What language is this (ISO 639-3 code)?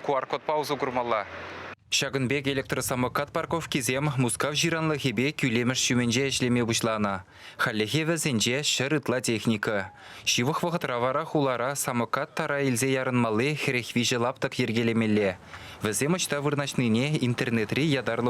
chv